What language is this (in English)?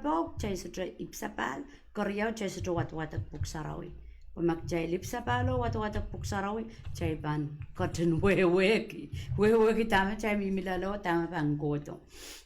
Pohnpeian